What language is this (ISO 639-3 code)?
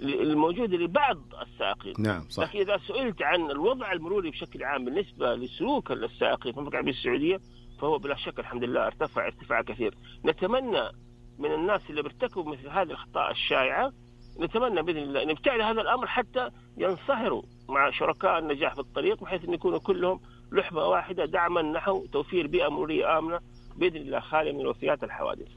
ars